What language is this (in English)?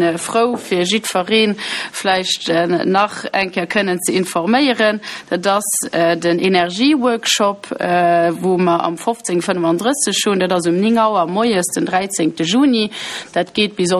Luxembourgish